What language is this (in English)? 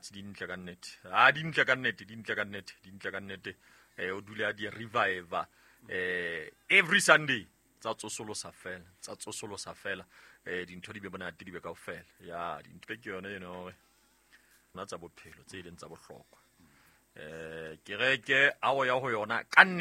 Southern Sotho